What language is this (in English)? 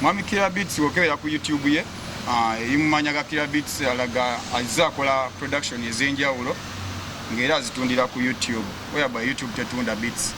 Ganda